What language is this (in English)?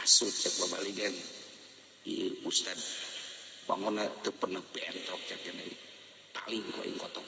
Sundanese